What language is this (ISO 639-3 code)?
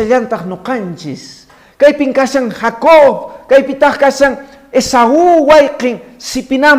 que